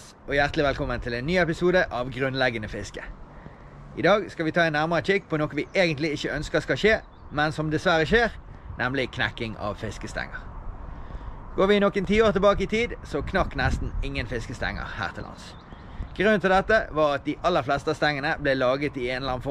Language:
Norwegian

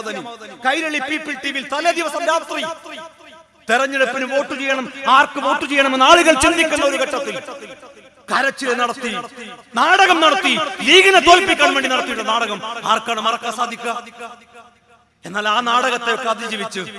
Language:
Malayalam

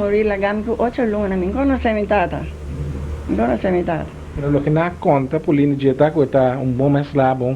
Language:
Papiamento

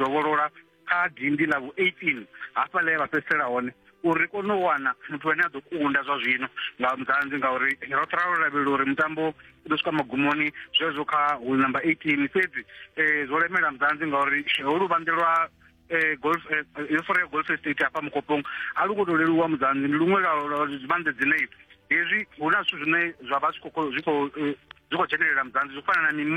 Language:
Venda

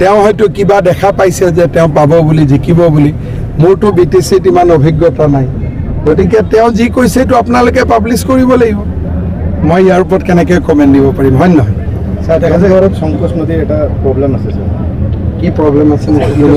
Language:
Assamese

